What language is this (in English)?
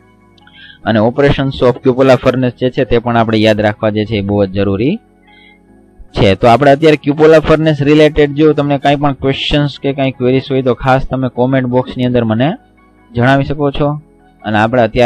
Gujarati